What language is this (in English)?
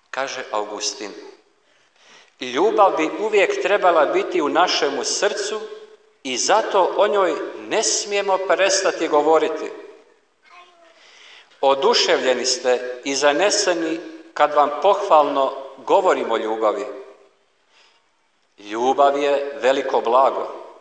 Croatian